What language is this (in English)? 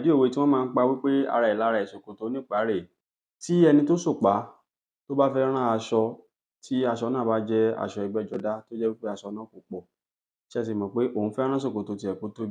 Yoruba